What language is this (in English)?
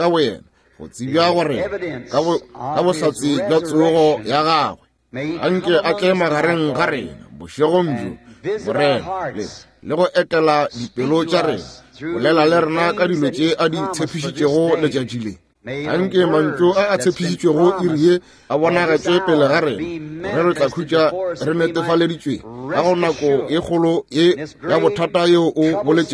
Northern Sotho